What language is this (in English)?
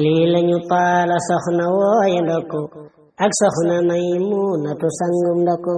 Wolof